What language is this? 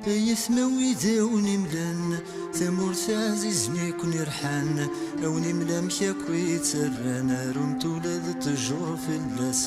Kabyle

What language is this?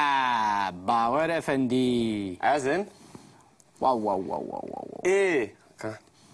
Kurdish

